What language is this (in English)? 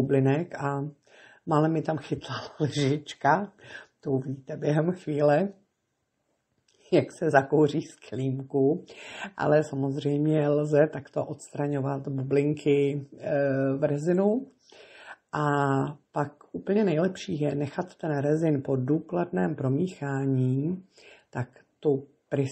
Czech